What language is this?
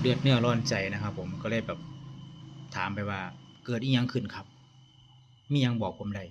Northeastern Thai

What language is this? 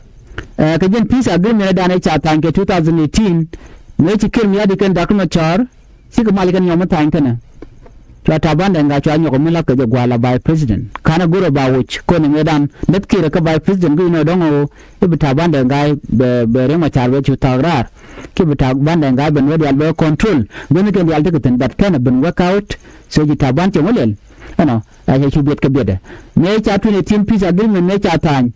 Nuer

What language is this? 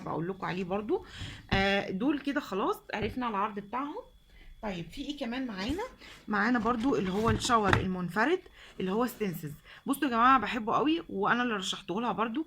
Egyptian Arabic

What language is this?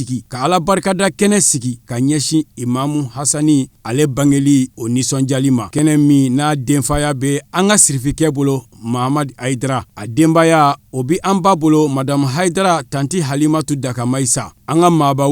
Bambara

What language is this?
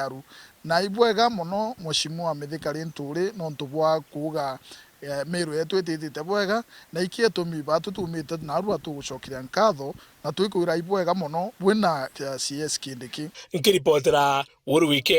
Meru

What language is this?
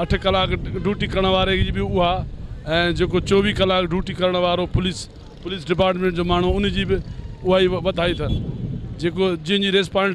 Sindhi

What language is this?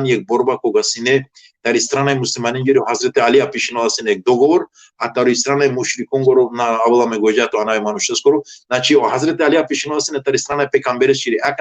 Balkan Romani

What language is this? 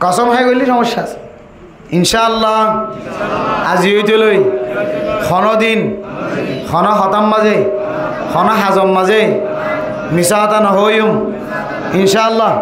Rohingya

